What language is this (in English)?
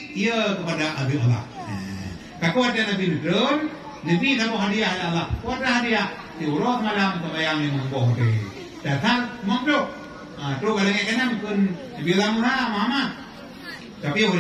Achinese